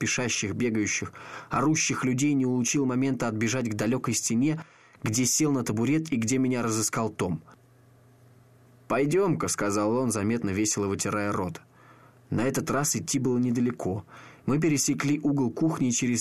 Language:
Russian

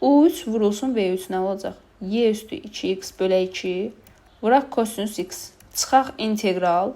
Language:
Azerbaijani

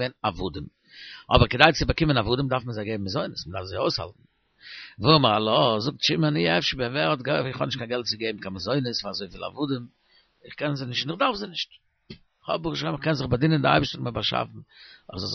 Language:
Yiddish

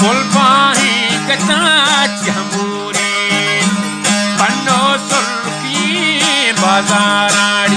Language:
Eastern Balochi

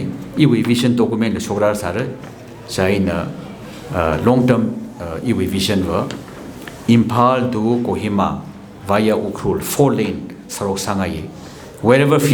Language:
Tangkhul Naga (India)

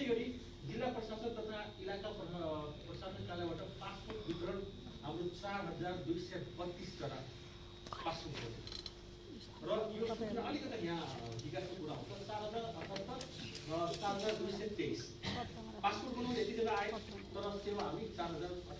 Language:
Nepali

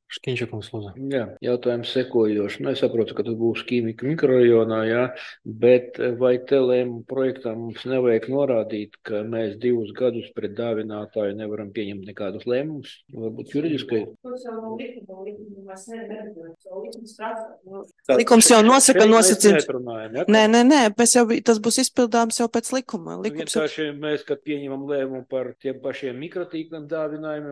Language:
Latvian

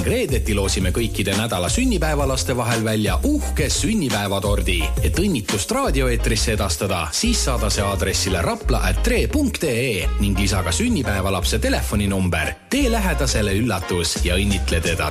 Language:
Estonian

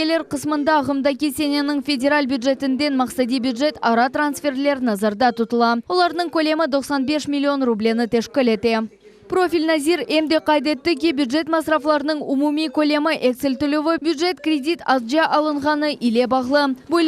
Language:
Crimean Tatar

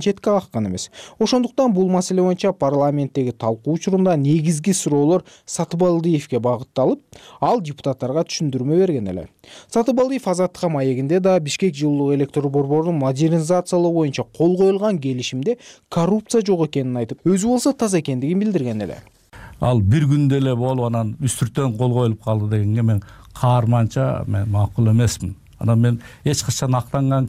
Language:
Kyrgyz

